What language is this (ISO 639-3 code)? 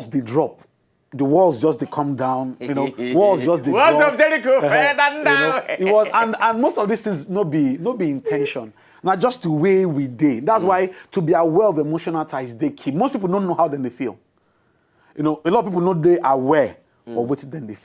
pcm